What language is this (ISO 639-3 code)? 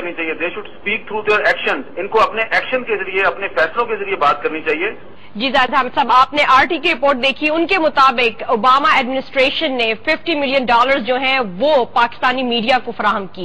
urd